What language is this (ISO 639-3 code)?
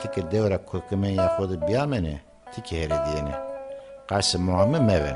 zza